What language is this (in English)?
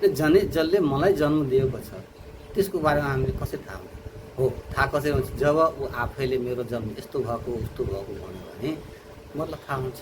Nepali